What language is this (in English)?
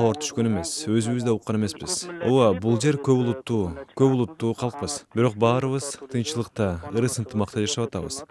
Kyrgyz